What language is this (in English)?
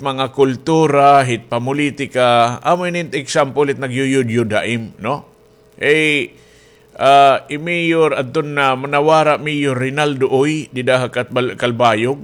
Waray